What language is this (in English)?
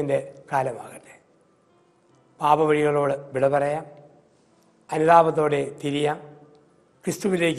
Malayalam